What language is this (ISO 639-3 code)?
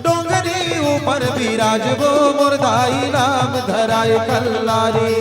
hne